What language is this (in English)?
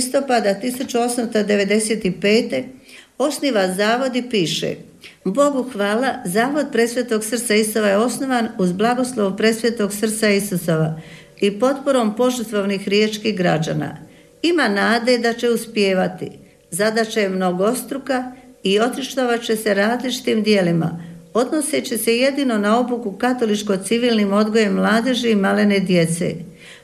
Croatian